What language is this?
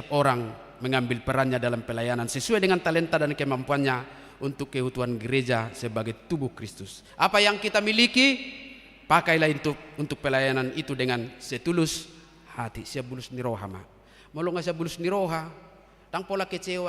Batak Toba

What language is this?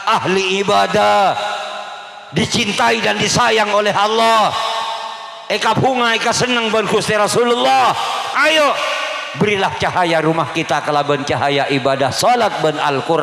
Madurese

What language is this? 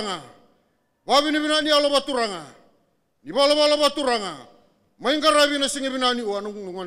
Fijian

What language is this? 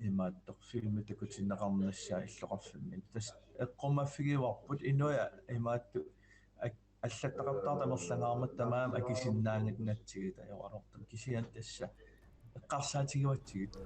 Kalaallisut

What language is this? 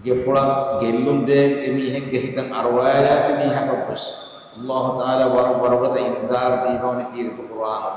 Divehi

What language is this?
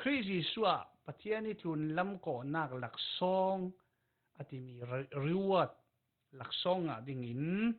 Falam Chin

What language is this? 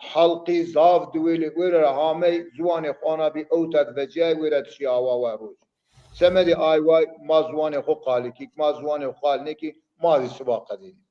Zaza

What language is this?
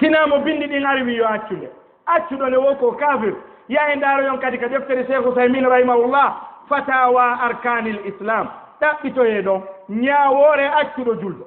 Fula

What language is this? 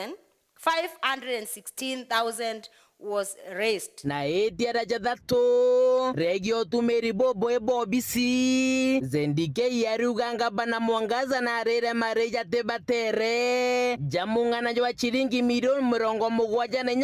Meru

